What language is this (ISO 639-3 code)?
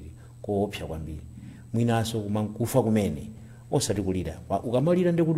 nya